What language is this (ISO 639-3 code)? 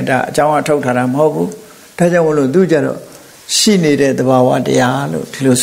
mya